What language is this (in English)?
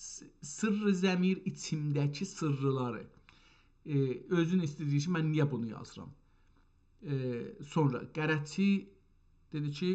South Azerbaijani